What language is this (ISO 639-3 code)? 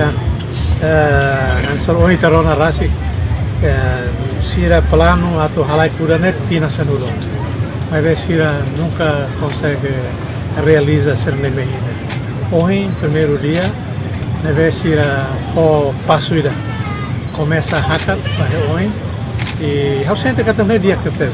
tet